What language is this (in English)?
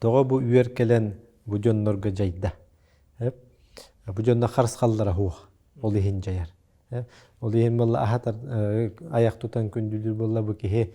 Yakut